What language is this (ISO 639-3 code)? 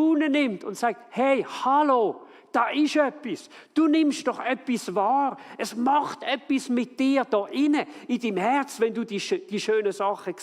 gsw